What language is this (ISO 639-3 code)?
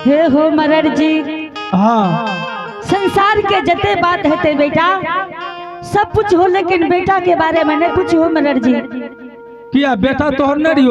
anp